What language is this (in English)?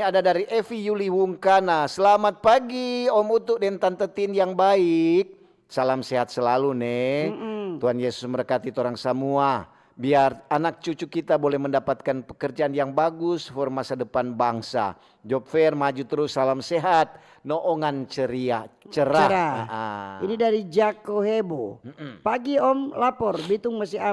Manado Malay